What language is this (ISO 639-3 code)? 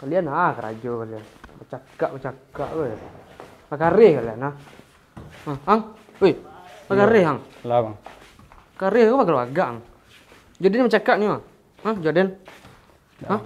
min